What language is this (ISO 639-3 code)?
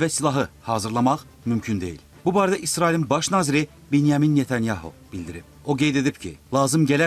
aze